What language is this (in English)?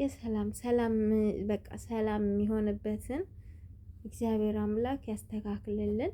Amharic